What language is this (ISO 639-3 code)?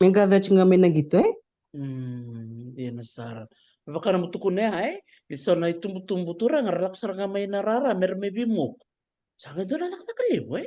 fij